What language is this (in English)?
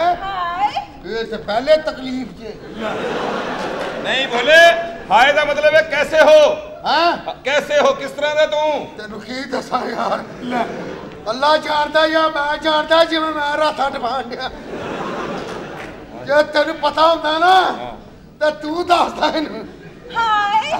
Punjabi